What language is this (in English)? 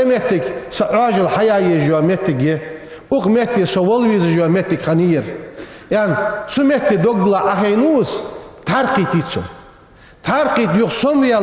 Ingush